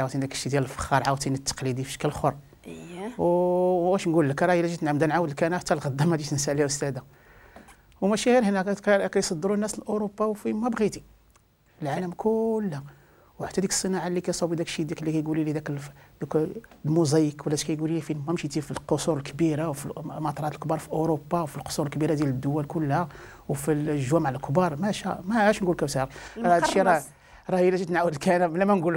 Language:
Moroccan Arabic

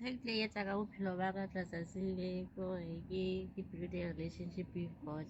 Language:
Southern Sotho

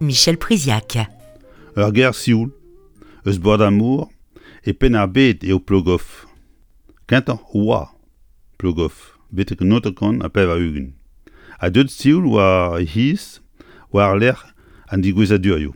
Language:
Breton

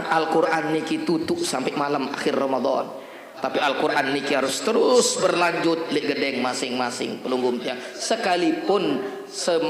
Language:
Sasak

